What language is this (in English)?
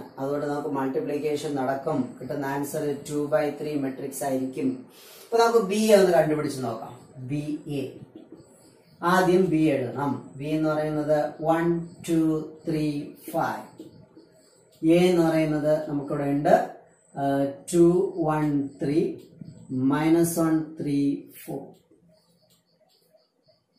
Malayalam